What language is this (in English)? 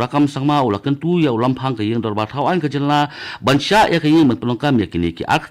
Khasi